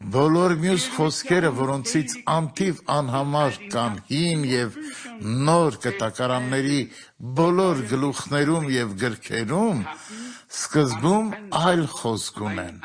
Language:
Armenian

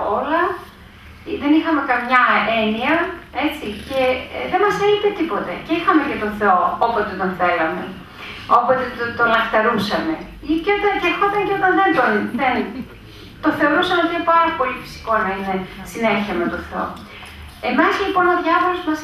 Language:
Greek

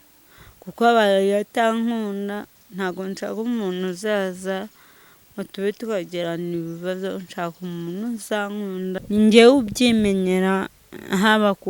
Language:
Kinyarwanda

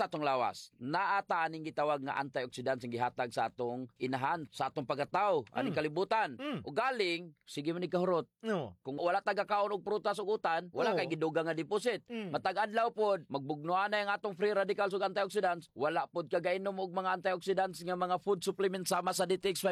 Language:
Cebuano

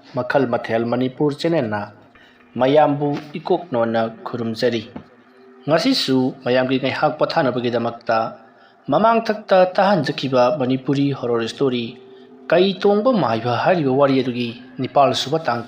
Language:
Manipuri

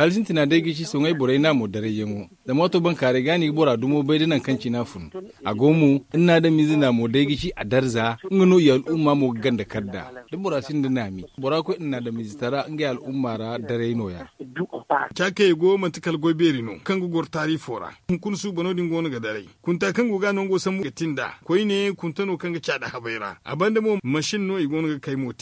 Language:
Zarma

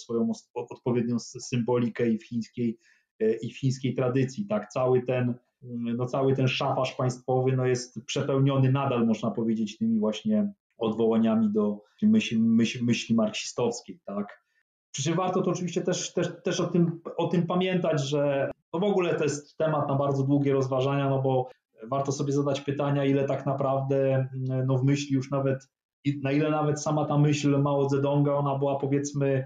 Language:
Polish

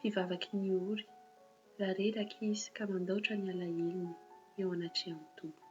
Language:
Malagasy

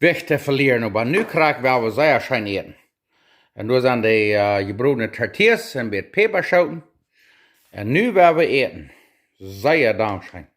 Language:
Plautdietsch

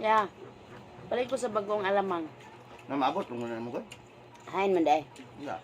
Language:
Cebuano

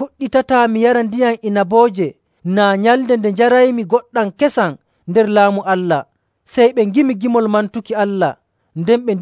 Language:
Nigerian Fulfulde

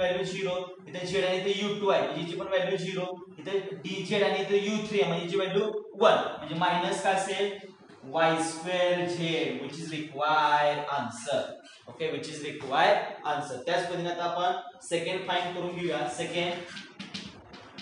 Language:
Marathi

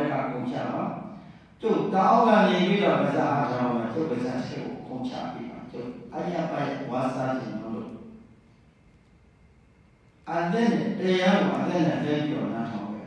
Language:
Burmese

